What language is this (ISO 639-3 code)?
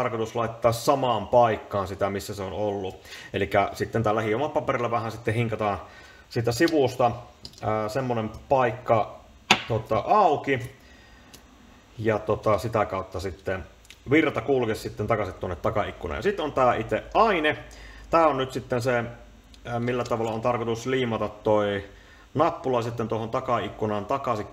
fin